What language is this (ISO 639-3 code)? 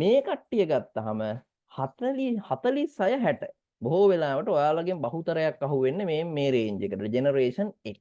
sin